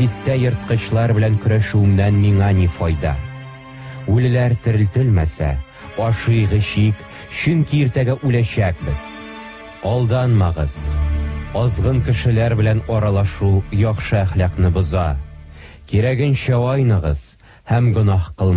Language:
Tatar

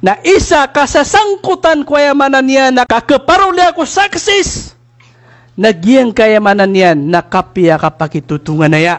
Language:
Maranao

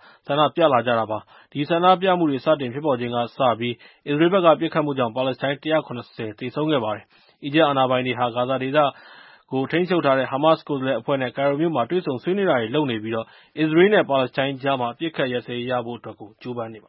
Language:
Burmese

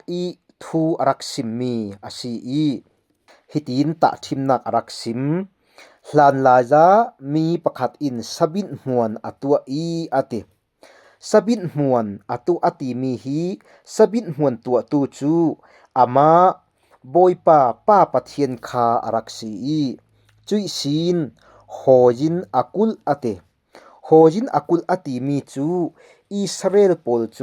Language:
Falam Chin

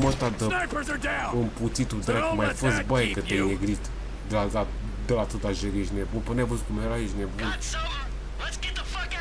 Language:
Romanian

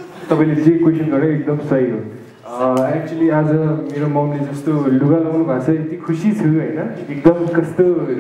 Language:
Nepali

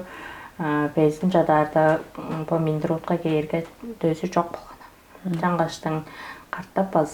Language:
Tuvinian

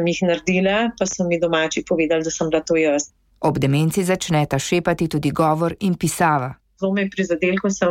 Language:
Slovenian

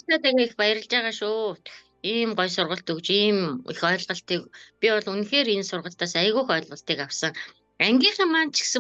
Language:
Mongolian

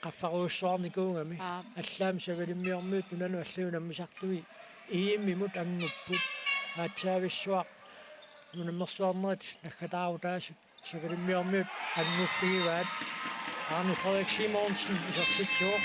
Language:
Kalaallisut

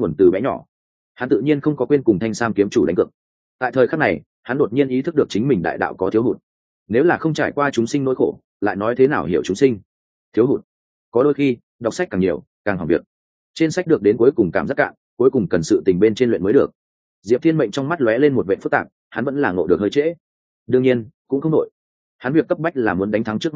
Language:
Vietnamese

